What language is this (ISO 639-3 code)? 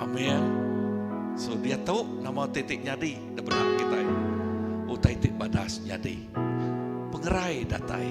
iba